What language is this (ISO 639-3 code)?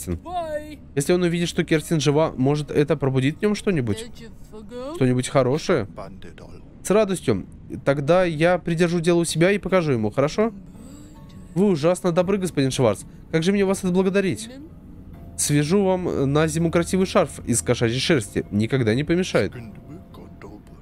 rus